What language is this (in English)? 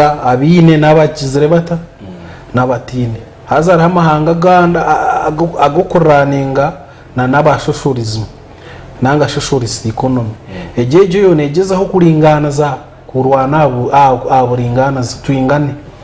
Nyankole